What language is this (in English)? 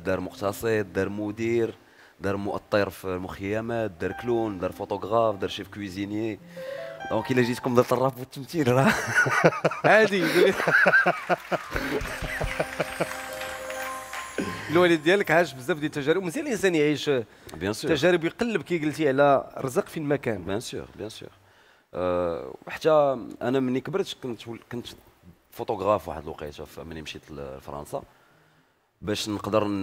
Moroccan Arabic